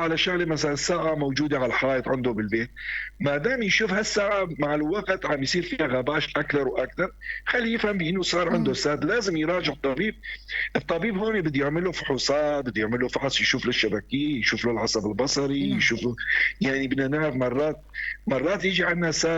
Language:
North Levantine Arabic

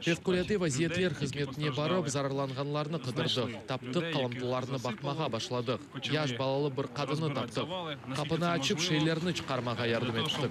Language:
Crimean Tatar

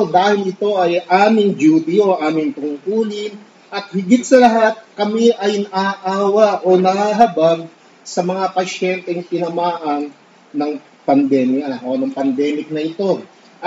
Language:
Filipino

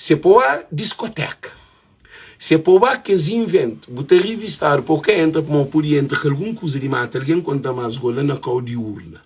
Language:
Kabuverdianu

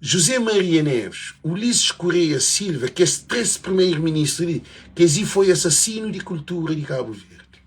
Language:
Kabuverdianu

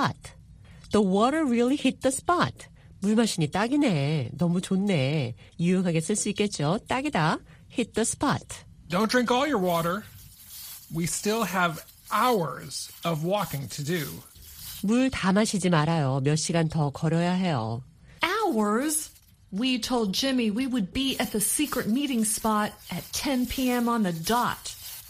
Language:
Korean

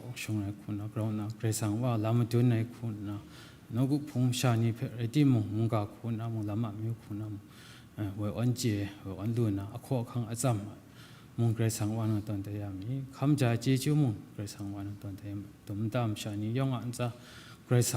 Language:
Kachin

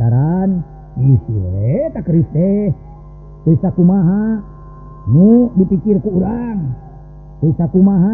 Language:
Sundanese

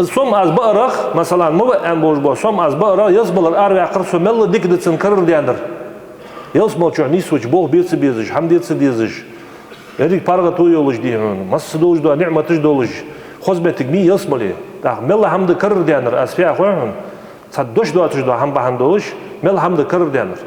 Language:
Ingush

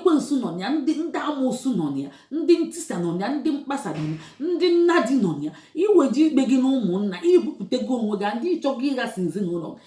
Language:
Igbo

